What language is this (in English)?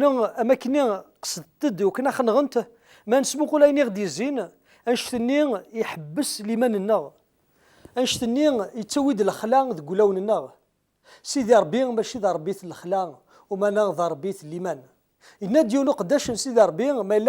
Kabyle